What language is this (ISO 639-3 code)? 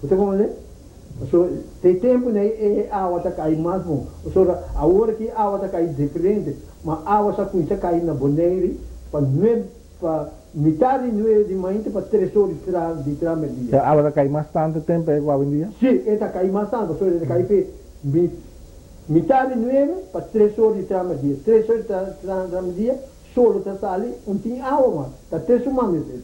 pap